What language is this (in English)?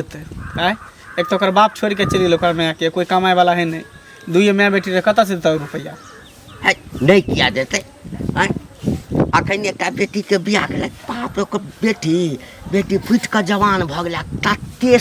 Maithili